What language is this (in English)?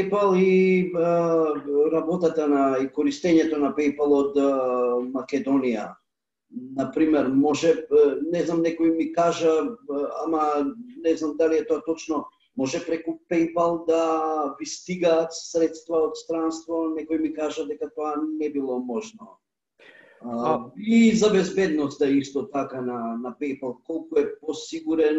Macedonian